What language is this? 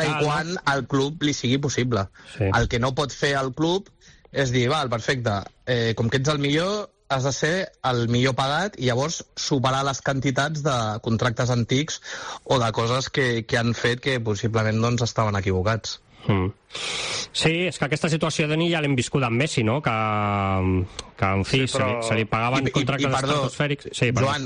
Catalan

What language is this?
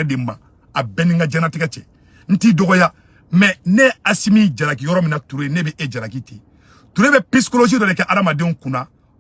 Bambara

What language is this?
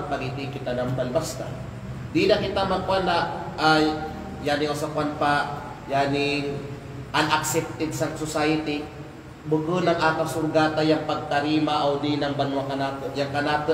Kalagan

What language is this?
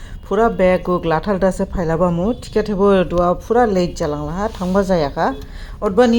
Dimasa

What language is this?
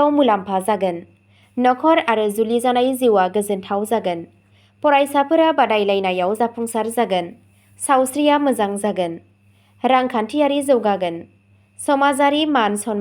Bodo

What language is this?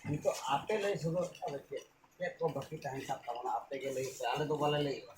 Santali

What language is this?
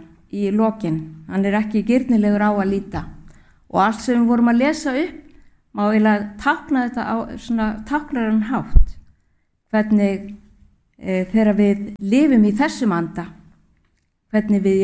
Icelandic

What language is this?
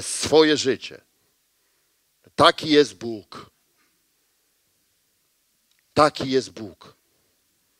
Polish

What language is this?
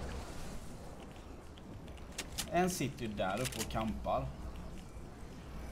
Swedish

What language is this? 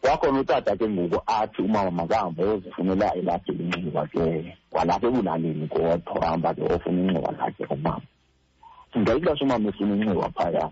Xhosa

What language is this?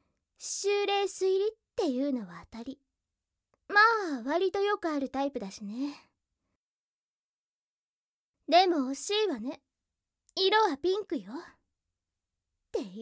Japanese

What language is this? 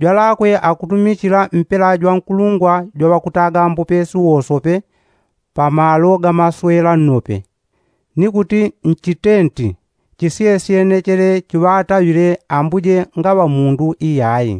Yao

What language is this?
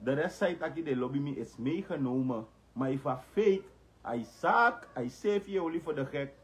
Sranan Tongo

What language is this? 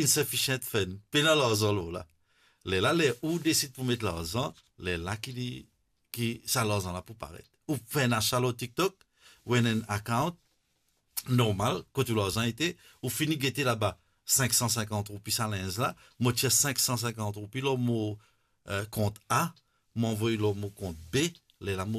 Morisyen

